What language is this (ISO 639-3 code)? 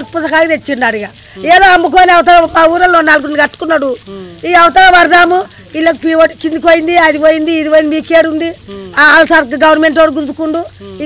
tel